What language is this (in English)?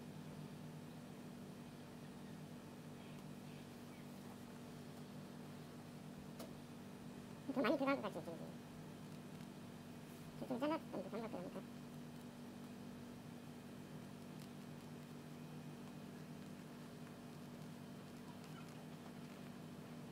Korean